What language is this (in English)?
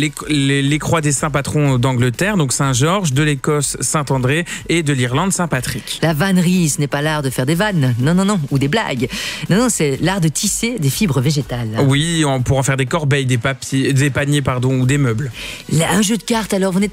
French